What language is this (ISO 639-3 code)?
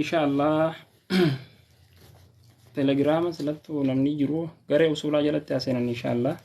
orm